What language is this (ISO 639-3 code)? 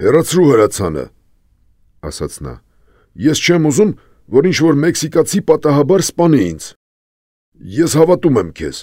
hye